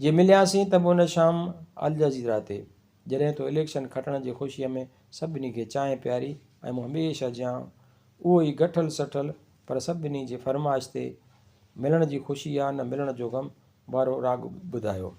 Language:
Sindhi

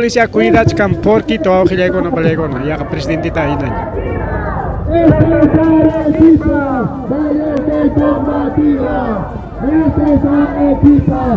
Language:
Ayacucho Quechua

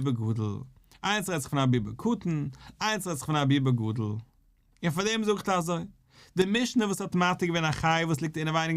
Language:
Yiddish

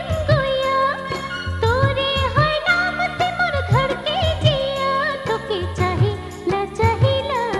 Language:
Sadri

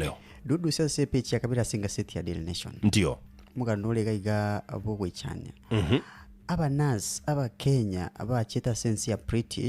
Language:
Gusii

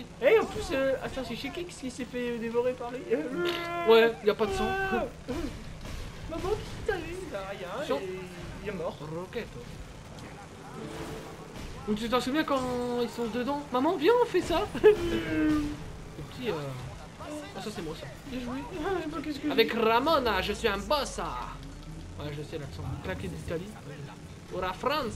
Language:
French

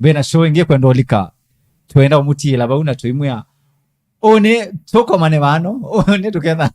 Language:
Kamba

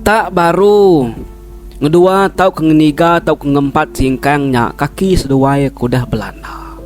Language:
Iban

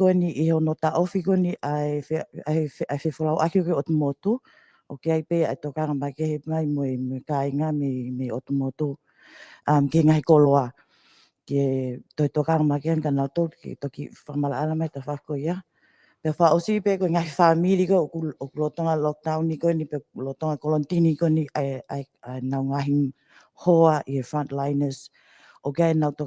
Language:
Tongan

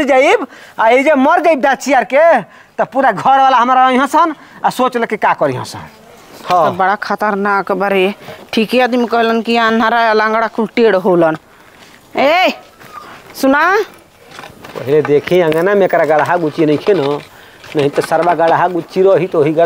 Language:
Bhojpuri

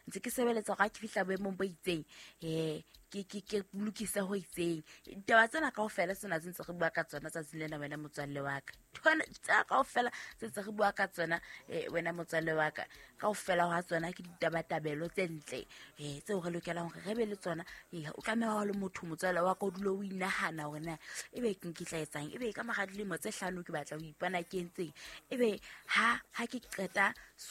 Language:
Southern Sotho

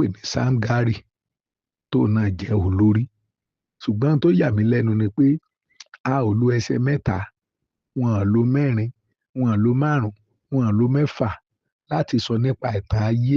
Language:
Yoruba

